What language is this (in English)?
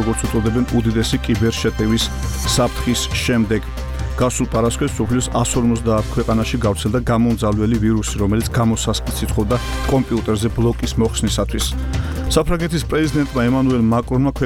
Georgian